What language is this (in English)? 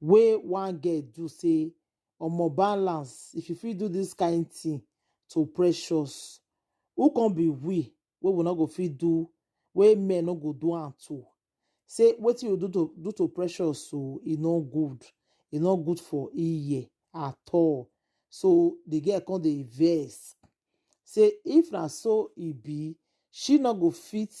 Nigerian Pidgin